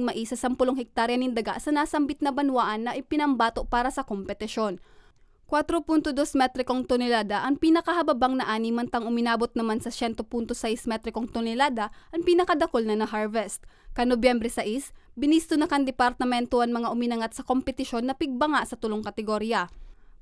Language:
Bikol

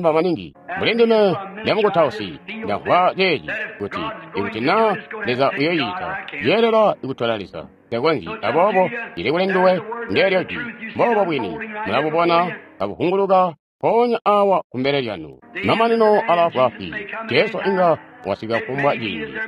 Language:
Tonga (Zambia)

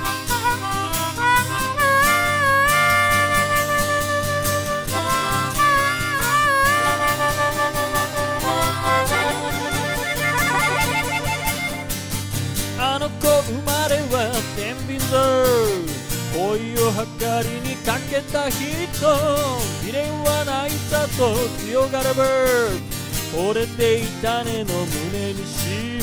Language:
Japanese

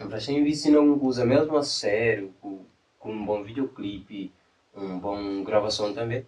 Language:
Kabuverdianu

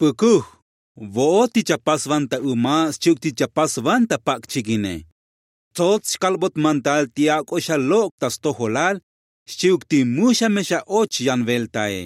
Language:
Tzotzil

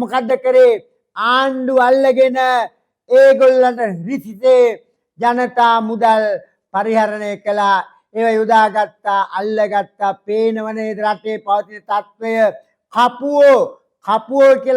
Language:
Sinhala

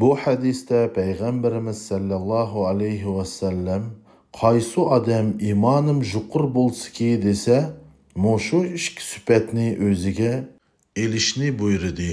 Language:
Uyghur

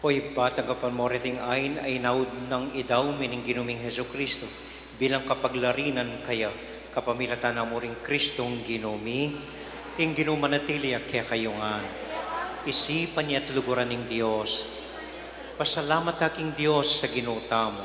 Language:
Pampanga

